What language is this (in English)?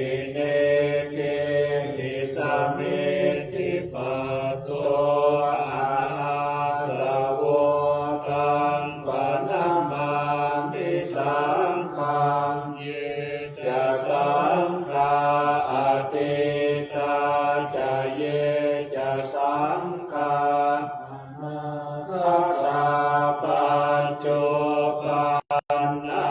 Pali